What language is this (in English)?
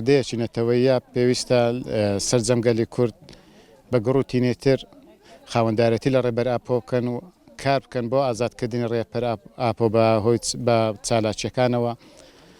Central Kurdish